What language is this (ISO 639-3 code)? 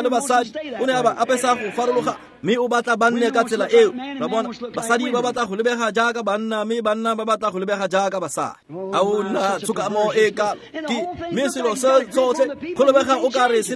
tsn